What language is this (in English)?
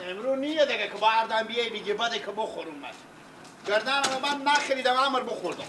Persian